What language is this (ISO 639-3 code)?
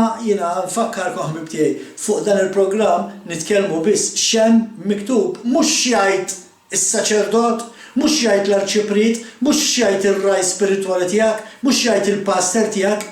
mlt